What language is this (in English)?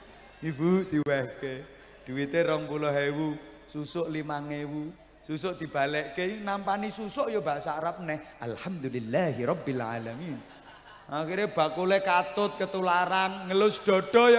Javanese